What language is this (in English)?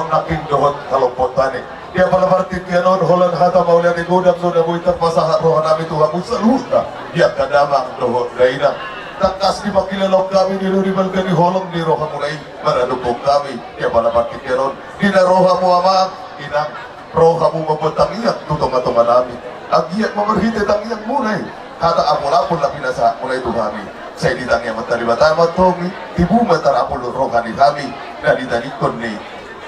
Batak Toba